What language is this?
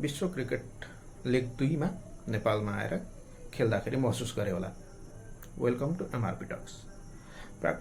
Nepali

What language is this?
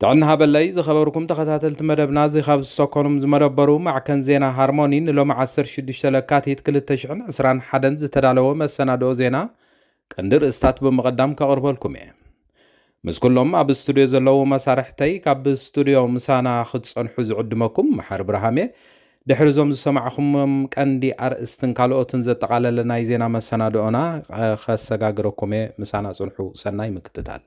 Tigrinya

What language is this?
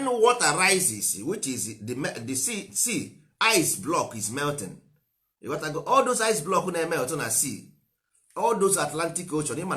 Igbo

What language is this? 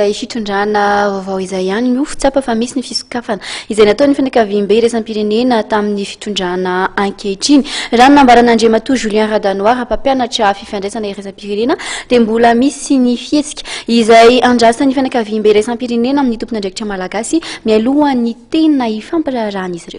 Malagasy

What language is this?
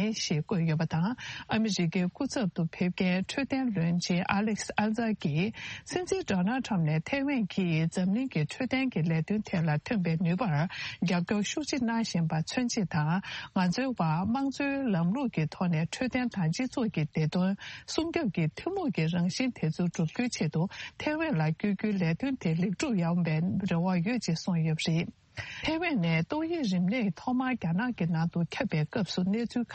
Tibetan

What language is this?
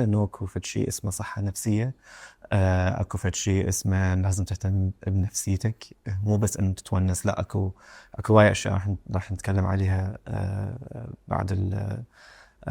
Mesopotamian Arabic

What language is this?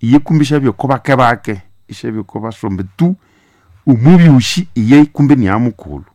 Nande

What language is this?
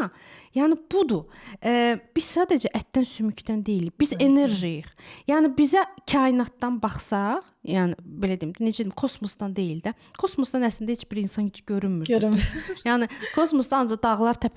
Azerbaijani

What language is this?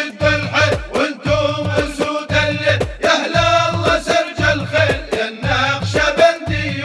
Arabic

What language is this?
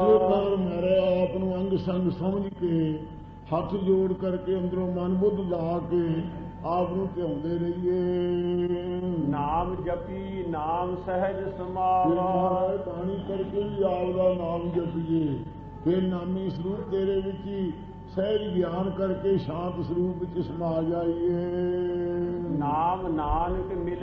Punjabi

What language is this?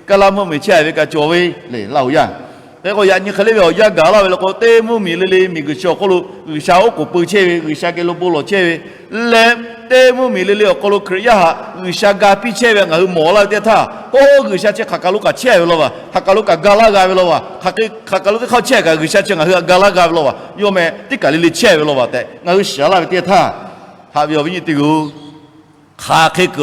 Lahu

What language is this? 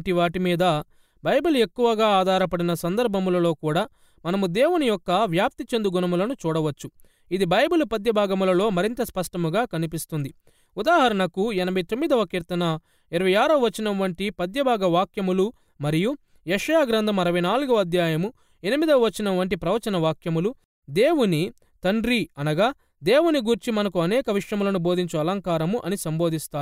Telugu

